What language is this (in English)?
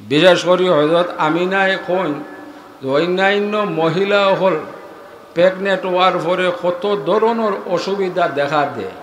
Sylheti